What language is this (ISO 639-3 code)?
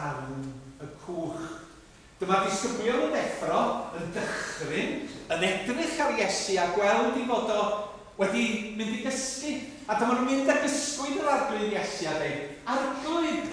cym